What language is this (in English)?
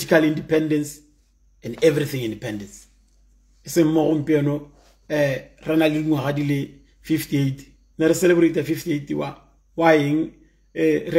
Tswana